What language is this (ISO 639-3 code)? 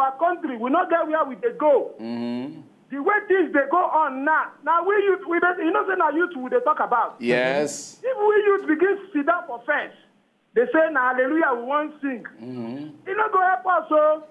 pcm